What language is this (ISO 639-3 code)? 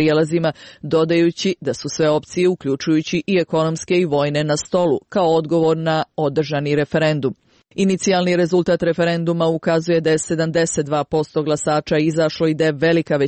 hrv